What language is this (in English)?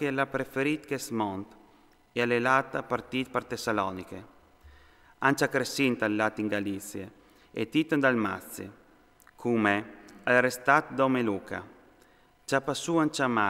Friulian